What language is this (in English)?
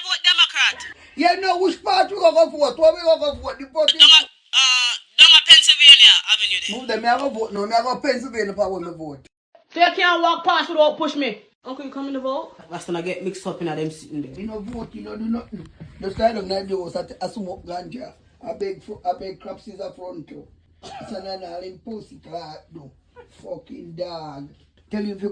Jamaican Creole English